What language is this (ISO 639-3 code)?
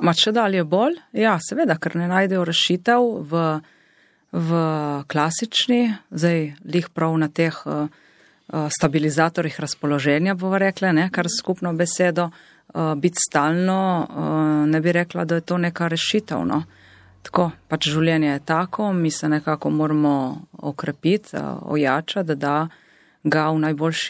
slv